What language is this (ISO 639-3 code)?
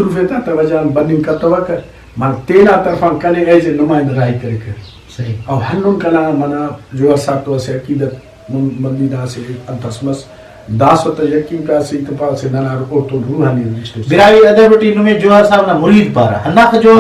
brh